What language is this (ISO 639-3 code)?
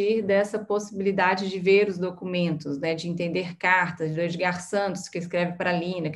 por